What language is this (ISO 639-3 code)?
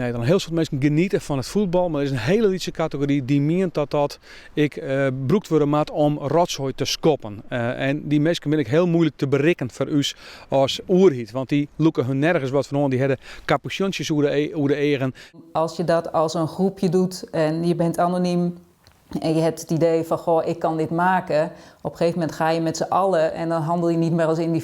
fry